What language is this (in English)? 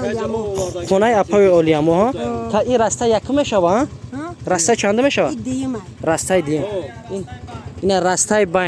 Tajik